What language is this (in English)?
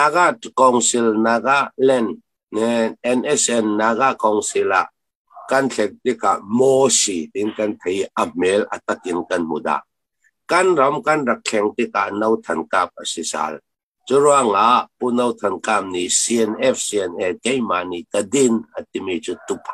Hakha Chin